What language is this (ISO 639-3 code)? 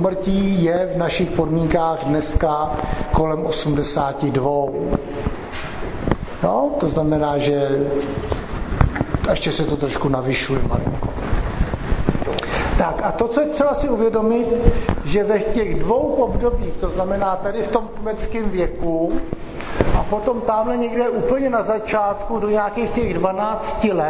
ces